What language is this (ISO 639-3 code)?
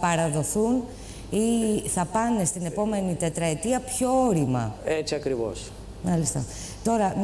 ell